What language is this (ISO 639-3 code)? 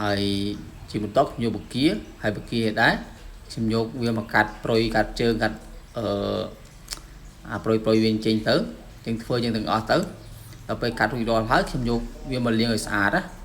khm